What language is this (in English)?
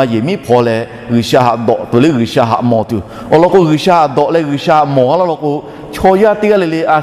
Lahu